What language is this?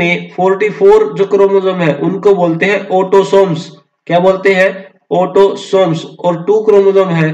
Hindi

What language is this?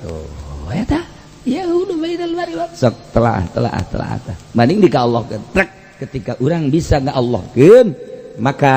Sundanese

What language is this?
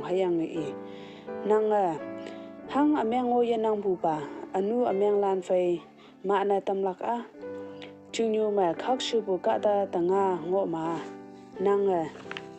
Konyak Naga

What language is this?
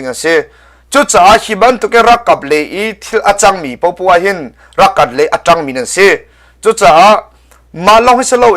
Hakha Chin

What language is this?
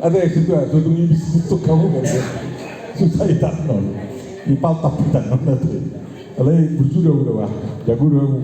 Batak Toba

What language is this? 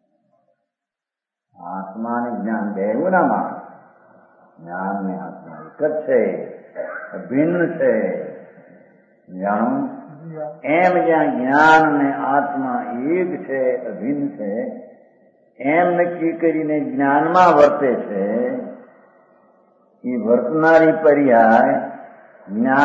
Gujarati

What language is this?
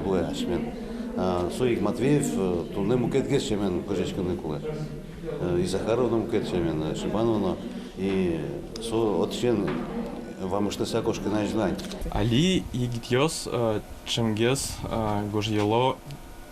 Udmurt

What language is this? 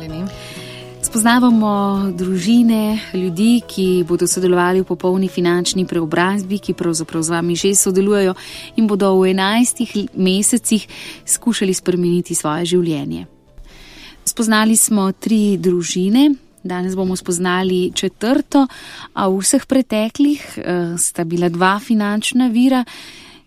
Slovenian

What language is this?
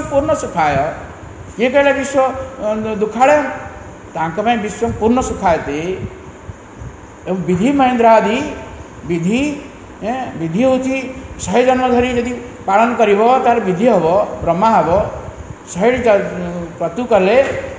Odia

